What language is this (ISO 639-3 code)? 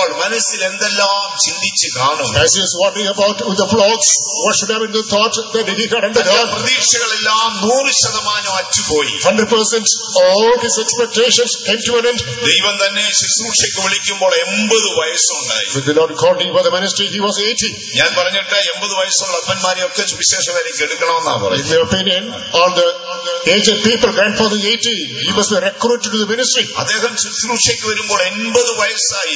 mal